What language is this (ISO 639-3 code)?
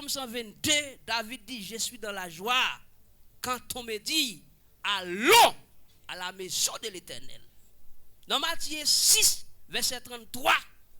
hat